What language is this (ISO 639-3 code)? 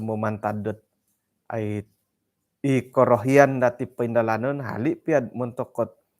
dtp